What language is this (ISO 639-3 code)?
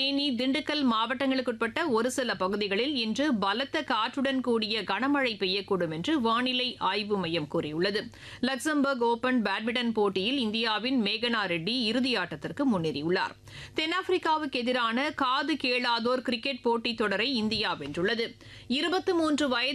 tam